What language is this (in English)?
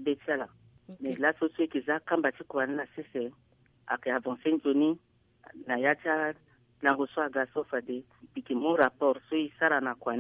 Sango